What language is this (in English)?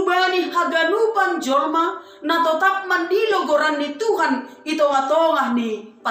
Batak Simalungun